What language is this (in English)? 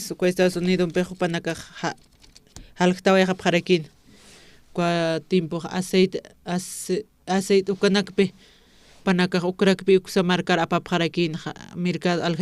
Aymara